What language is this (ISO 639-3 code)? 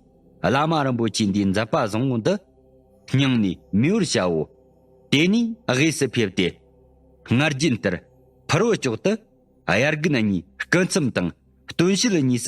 bod